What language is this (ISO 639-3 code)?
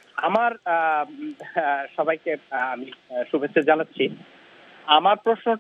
ben